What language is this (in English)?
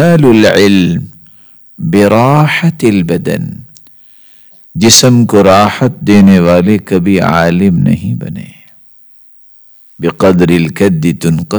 Urdu